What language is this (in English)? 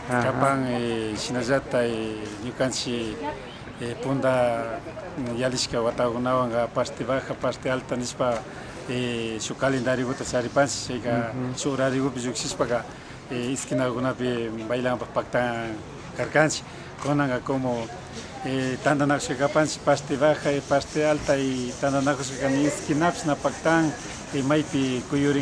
Imbabura Highland Quichua